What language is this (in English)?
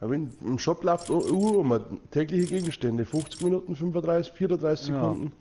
Bavarian